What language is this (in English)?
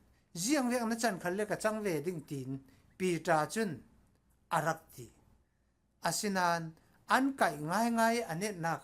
Falam Chin